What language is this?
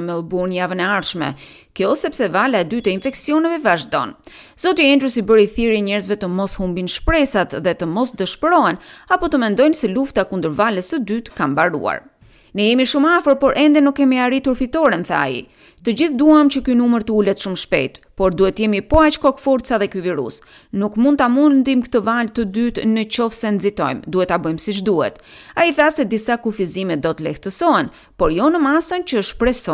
Albanian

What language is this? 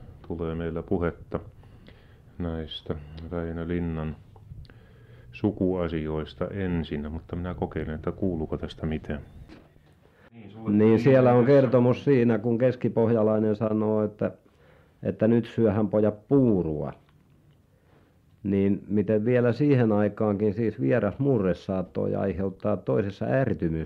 Finnish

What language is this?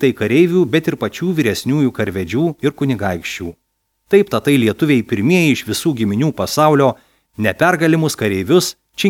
Lithuanian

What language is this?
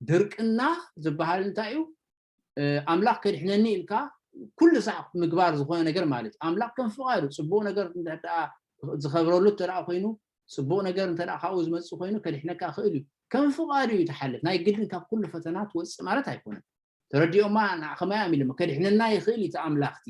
Tigrinya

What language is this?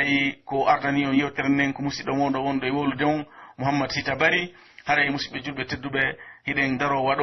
Pular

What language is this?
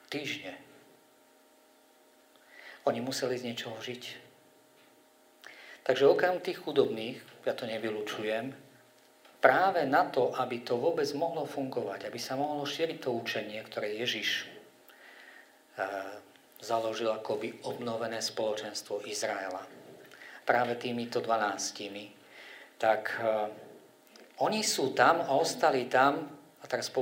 Slovak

